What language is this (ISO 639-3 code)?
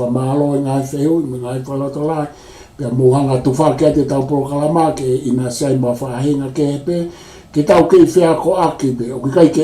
ton